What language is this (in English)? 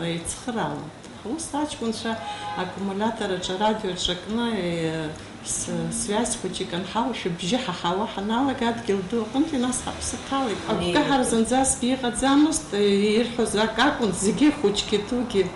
Abkhazian